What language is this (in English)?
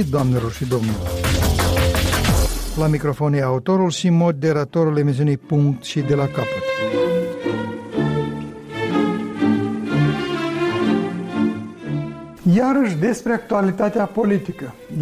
Romanian